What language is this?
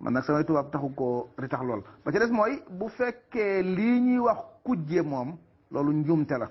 Wolof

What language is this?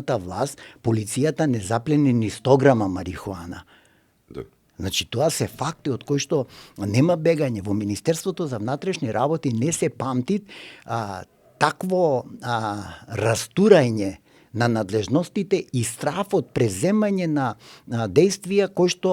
Macedonian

